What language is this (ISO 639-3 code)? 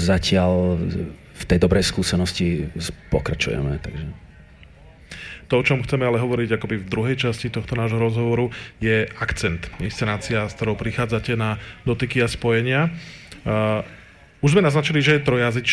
slk